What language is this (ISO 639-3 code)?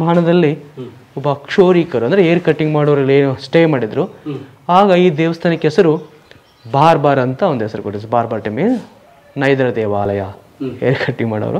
kan